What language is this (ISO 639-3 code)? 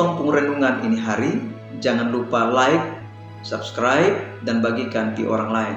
mkn